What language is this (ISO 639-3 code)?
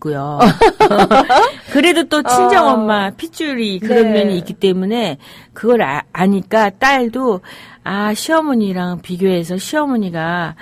kor